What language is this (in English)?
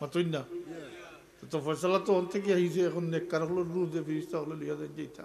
Sylheti